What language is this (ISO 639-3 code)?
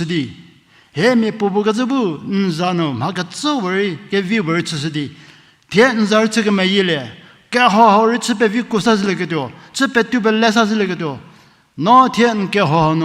njm